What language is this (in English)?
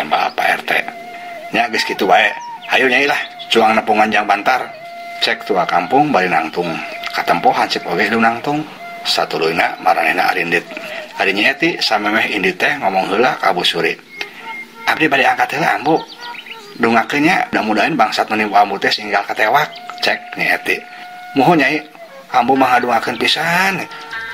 Sundanese